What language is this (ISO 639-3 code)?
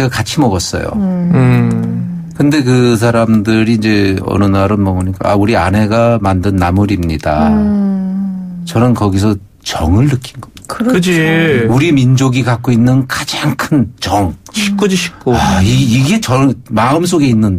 kor